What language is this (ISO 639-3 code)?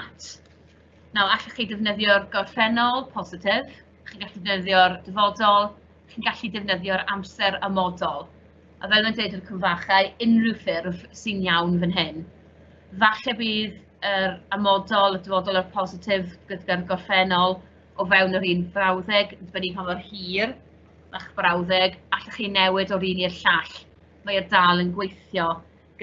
cym